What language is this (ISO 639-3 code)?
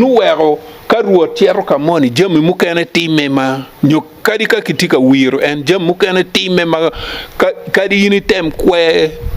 ach